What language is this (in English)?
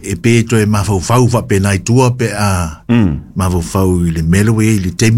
Samoan